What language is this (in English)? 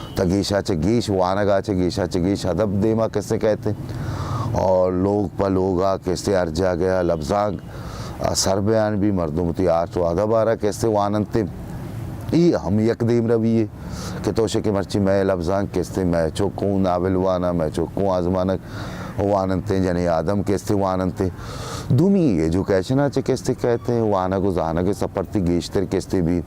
Baluchi